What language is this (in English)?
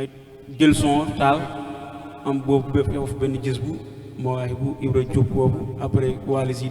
Wolof